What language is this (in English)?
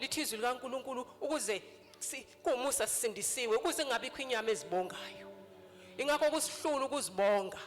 Zulu